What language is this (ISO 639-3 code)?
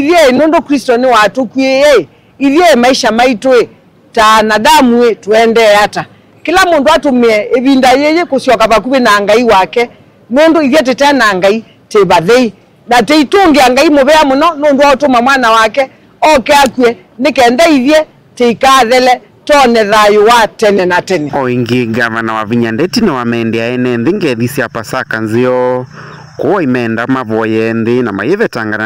kam